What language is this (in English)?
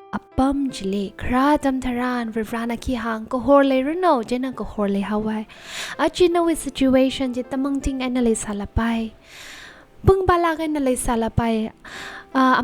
Tangkhul Naga (India)